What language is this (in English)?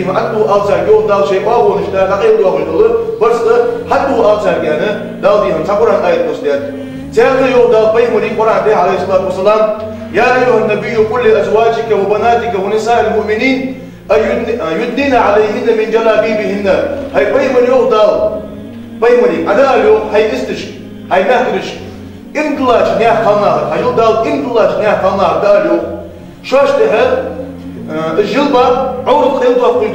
Ingush